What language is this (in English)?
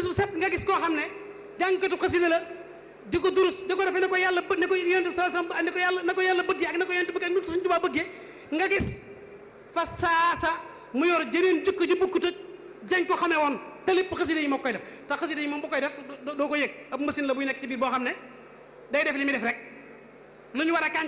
Wolof